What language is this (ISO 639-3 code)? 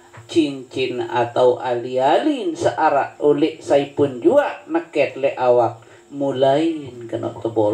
sas